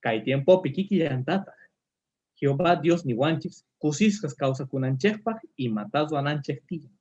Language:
Quechua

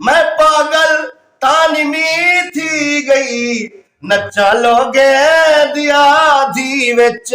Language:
Saraiki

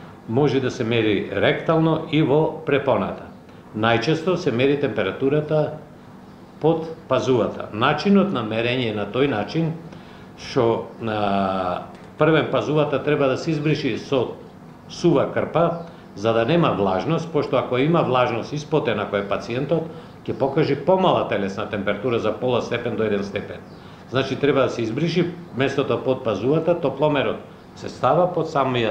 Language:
Macedonian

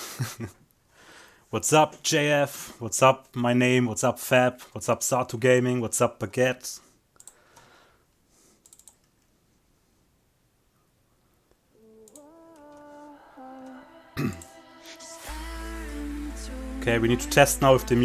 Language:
English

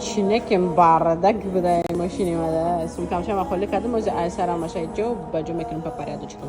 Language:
Tajik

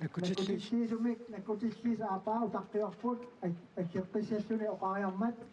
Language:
Kalaallisut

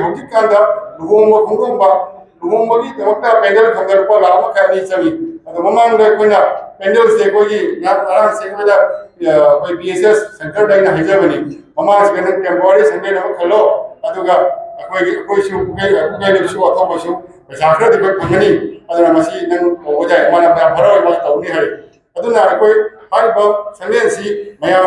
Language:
Manipuri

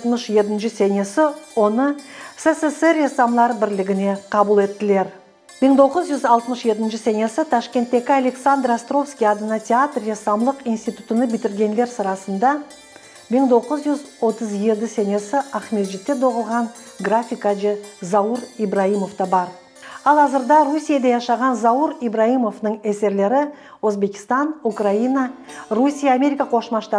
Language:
Crimean Tatar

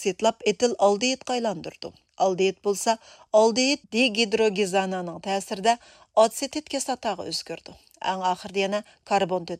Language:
Uyghur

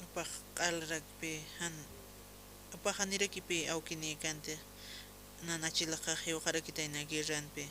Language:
Aymara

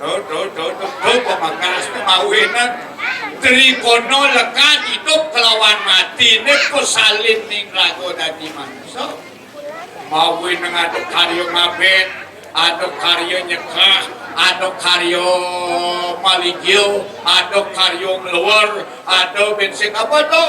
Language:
Balinese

